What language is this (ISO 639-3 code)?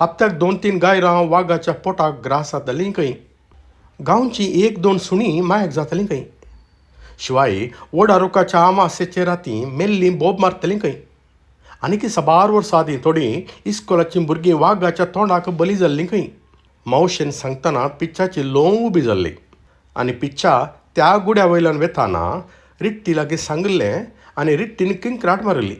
kok